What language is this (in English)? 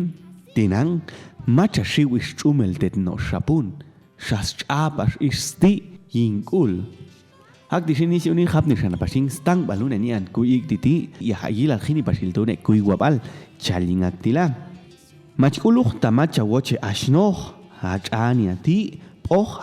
Popti'